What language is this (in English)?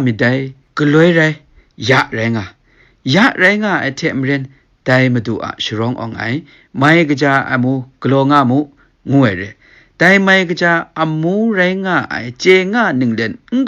Kachin